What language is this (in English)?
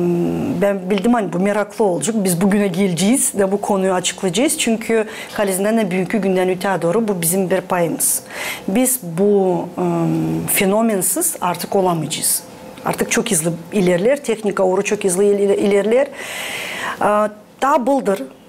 Gagauz